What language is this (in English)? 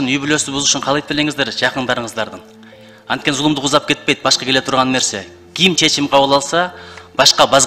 Kyrgyz